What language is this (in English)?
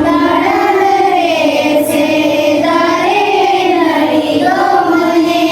Santali